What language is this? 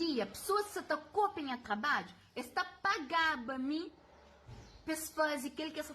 Kabuverdianu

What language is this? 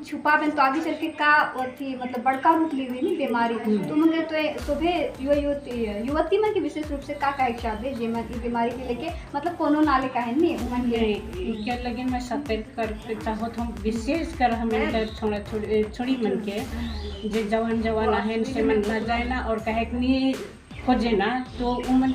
Sadri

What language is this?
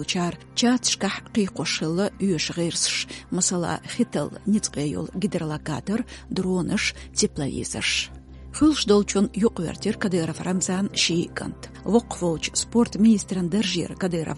Chechen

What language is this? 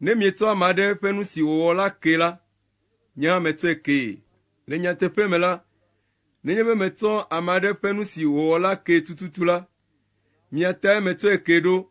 Ewe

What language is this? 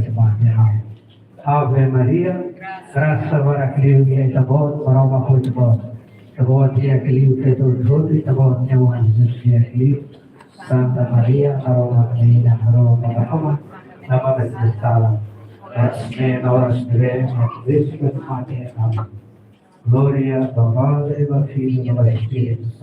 Tetum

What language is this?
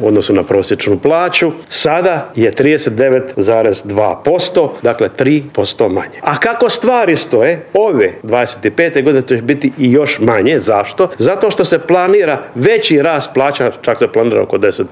Croatian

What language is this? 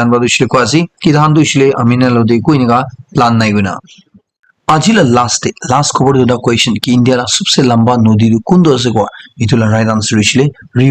Naga Pidgin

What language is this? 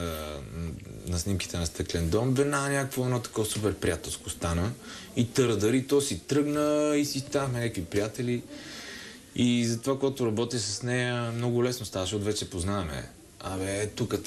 Bulgarian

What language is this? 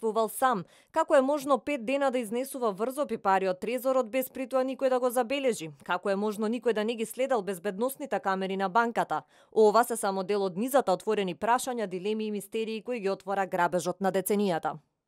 Macedonian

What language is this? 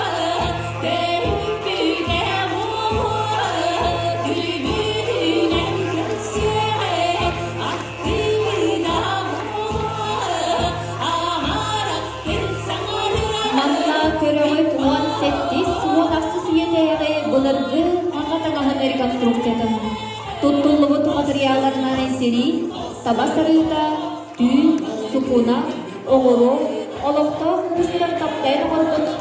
Yakut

